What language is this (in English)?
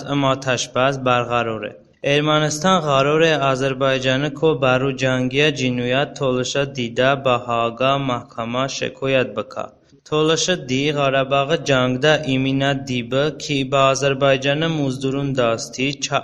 Talysh